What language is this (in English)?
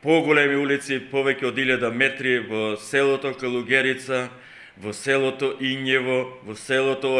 Macedonian